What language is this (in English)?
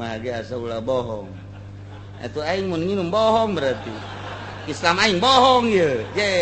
Sundanese